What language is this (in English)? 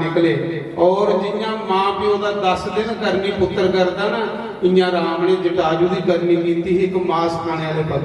Dogri